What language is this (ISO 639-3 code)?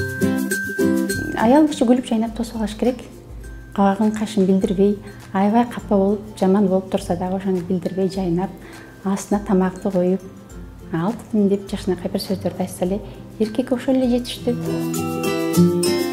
kir